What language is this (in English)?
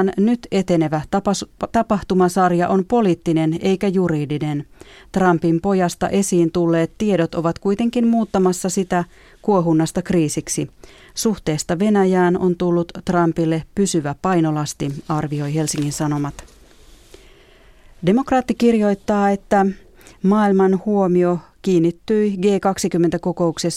Finnish